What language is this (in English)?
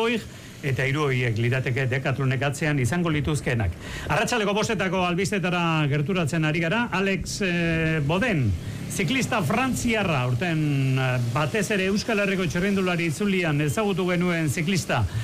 Basque